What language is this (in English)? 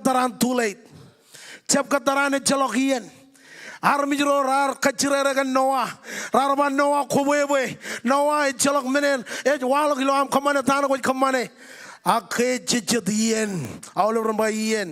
Marshallese